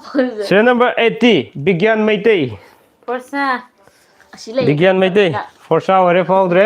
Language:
Manipuri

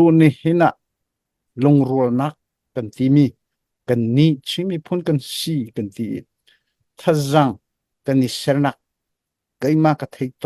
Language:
Hakha Chin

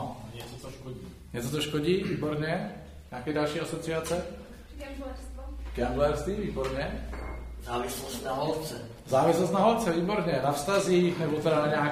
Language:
Czech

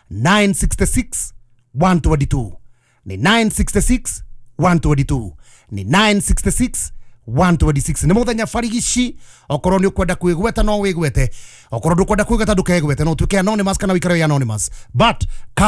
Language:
Kikuyu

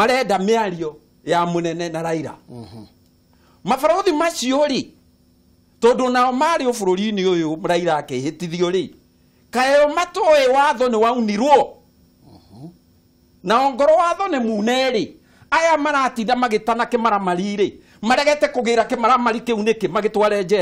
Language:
Kikuyu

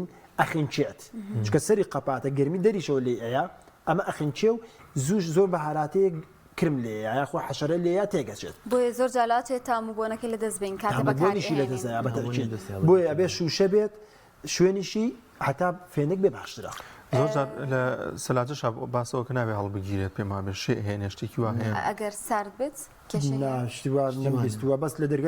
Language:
Central Kurdish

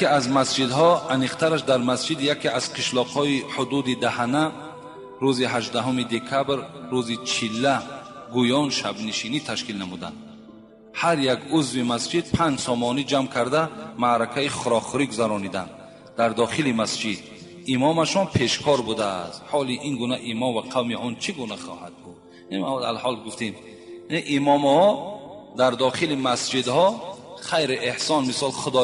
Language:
Tajik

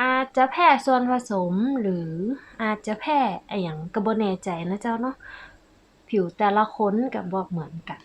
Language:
Northern Thai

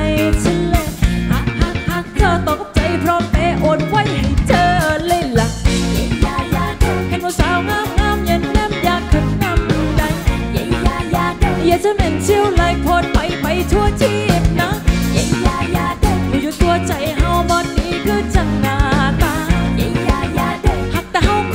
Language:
Thai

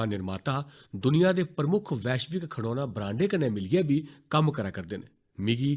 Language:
Dogri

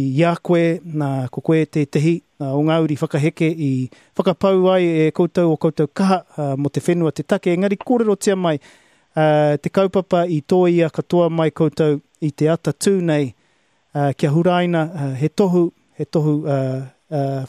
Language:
Māori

